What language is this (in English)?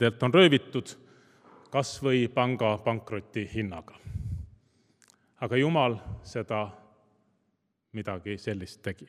Estonian